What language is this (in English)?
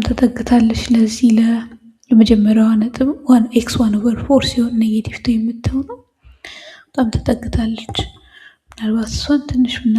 Amharic